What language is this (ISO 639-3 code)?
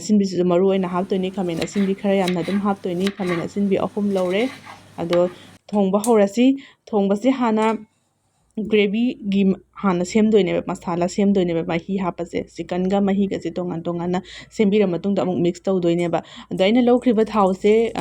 mni